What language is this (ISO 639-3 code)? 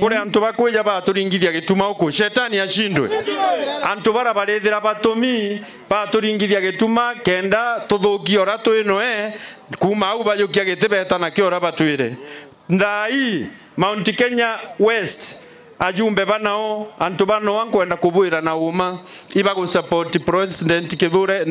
mer